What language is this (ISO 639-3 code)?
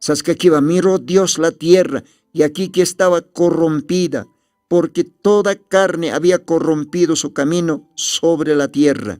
aym